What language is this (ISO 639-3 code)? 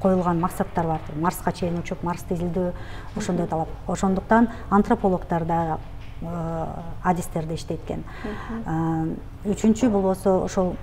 kir